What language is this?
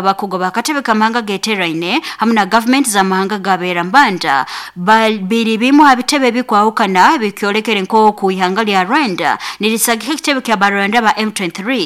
Nyoro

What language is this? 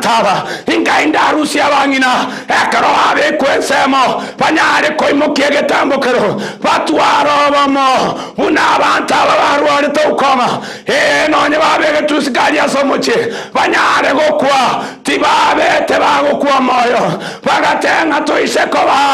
Gusii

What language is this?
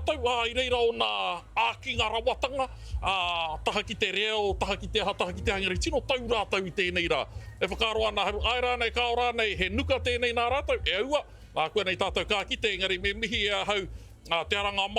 Māori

